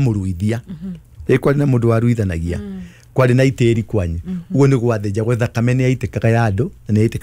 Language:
Kikuyu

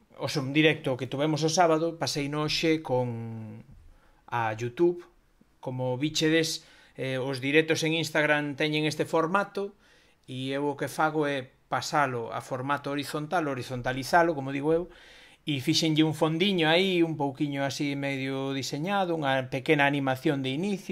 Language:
Galician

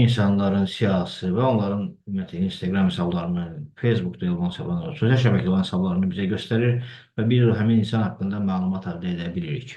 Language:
Azerbaijani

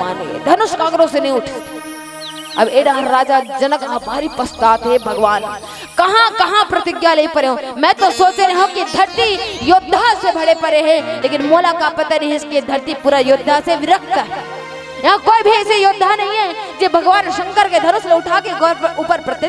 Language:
Chhattisgarhi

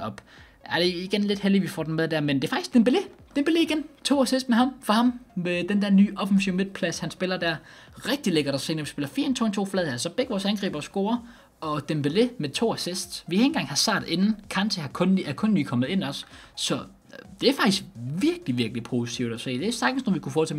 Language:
Danish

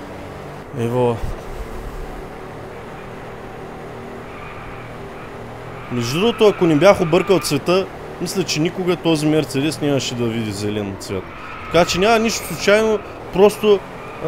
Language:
Bulgarian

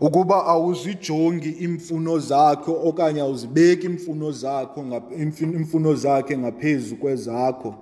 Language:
Xhosa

